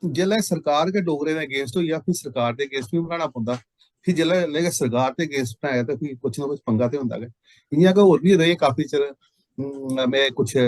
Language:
Dogri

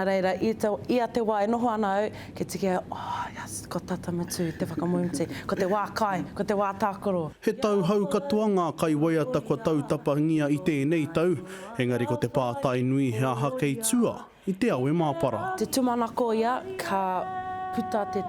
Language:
Māori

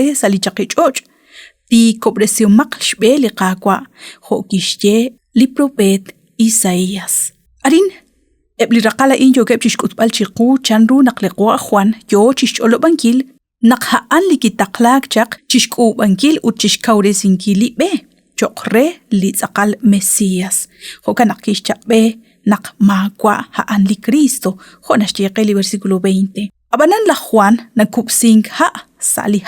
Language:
Kekchí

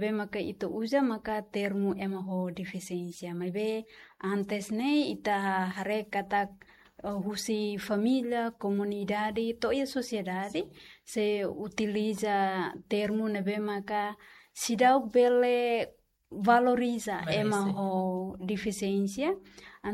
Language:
Tetum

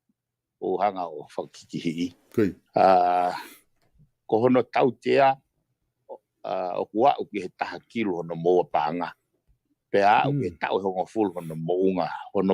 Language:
Tongan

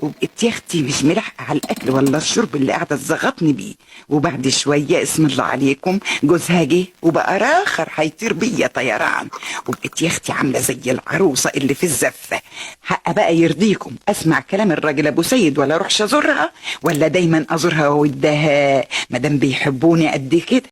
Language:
Egyptian Arabic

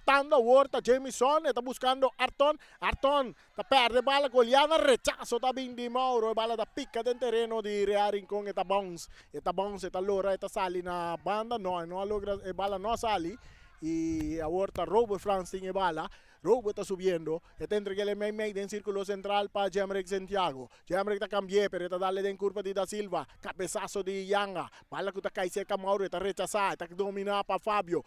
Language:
Papiamento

